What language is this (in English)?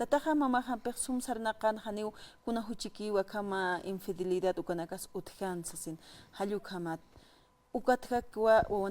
Aymara